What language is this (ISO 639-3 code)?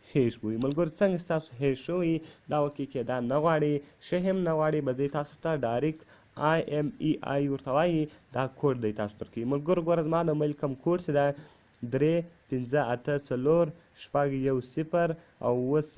pus